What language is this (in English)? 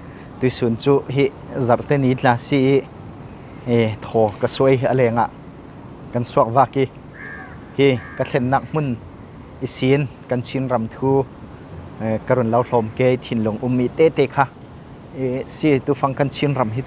Falam Chin